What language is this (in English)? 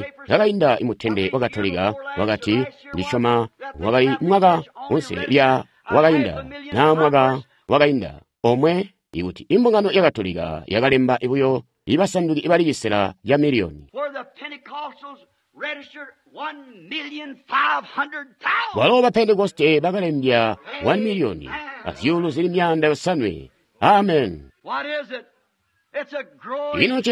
Tonga (Zambia)